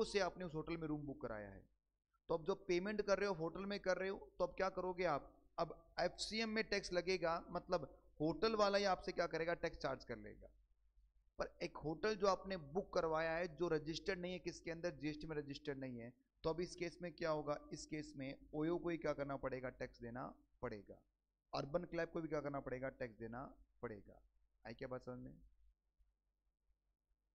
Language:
Hindi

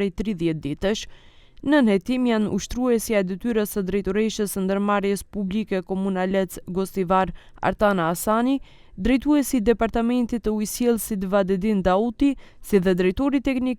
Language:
Albanian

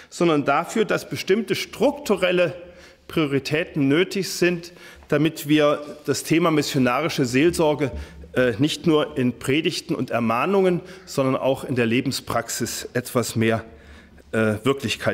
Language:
German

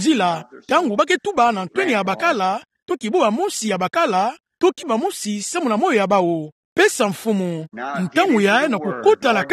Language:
Kituba (Democratic Republic of Congo)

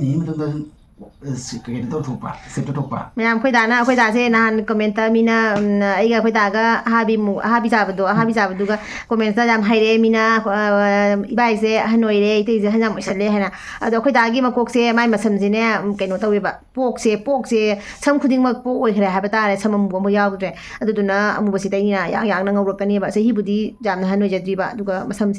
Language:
Manipuri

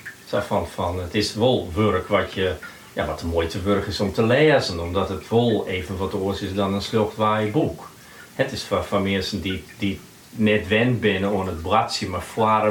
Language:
Western Frisian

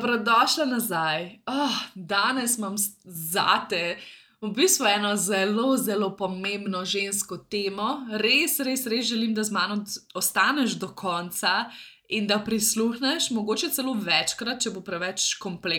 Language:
Slovenian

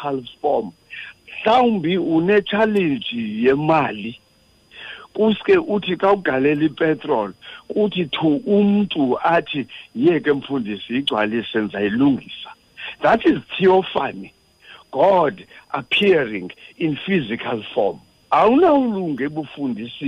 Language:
Xhosa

